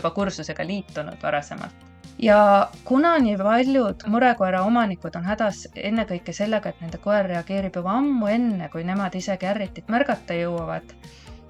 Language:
Estonian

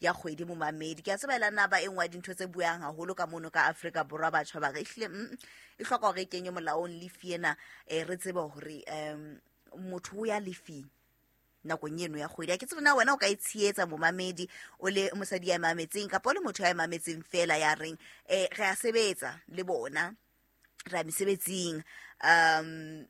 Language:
Southern Sotho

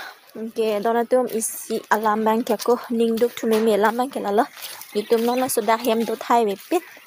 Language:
Karbi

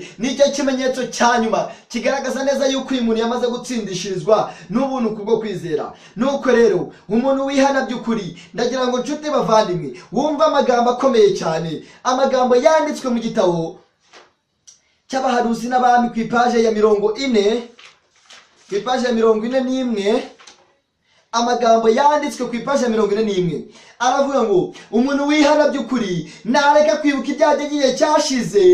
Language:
Kinyarwanda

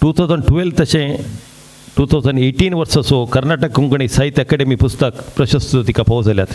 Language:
Konkani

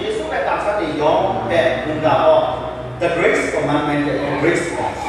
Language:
Kachin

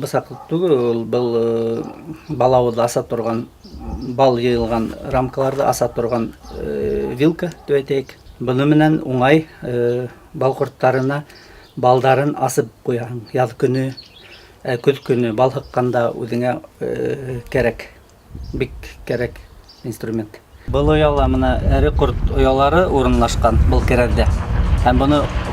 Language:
Bashkir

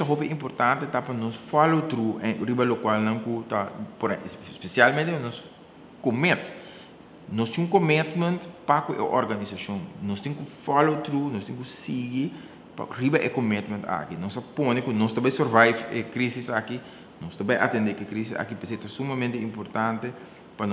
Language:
Papiamento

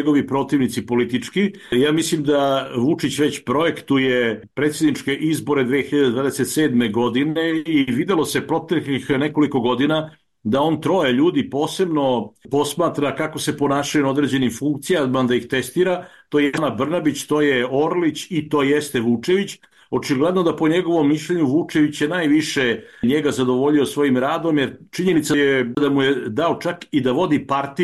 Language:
Serbian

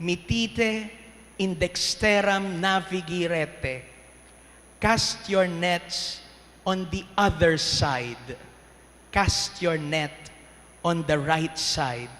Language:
Pampanga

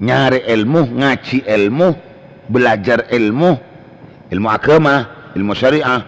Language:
Madurese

